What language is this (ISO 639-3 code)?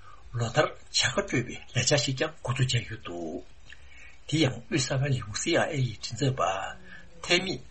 bod